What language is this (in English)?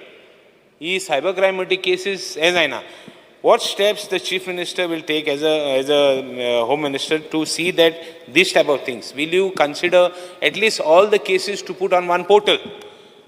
Konkani